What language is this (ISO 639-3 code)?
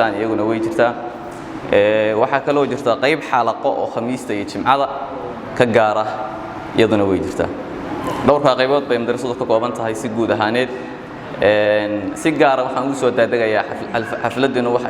som